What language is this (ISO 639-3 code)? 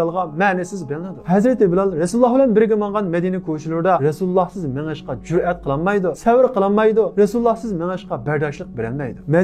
uig